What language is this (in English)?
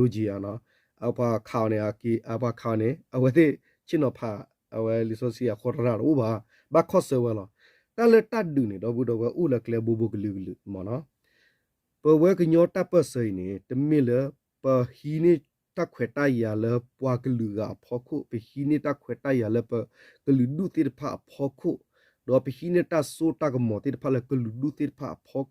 S'gaw Karen